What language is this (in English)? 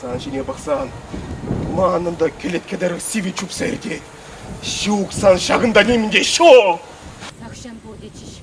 Chuvash